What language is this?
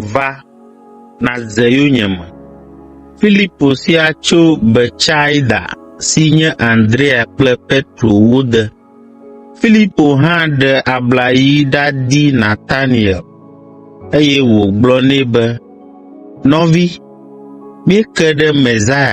Ewe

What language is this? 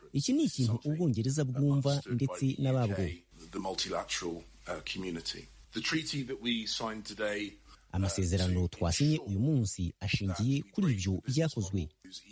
Kinyarwanda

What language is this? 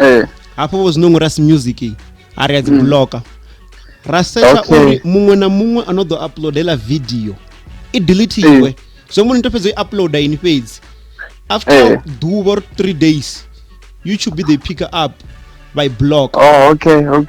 Venda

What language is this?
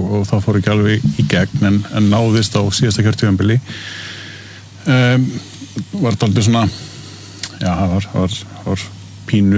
Icelandic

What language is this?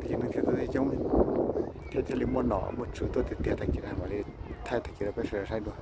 Hmong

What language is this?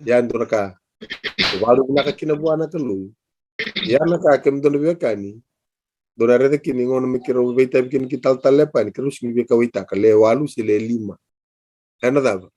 Fijian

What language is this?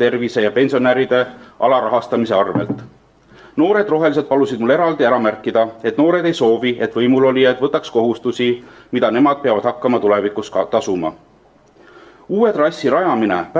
Estonian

